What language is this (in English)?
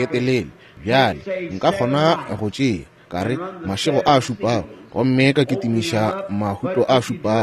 Northern Sotho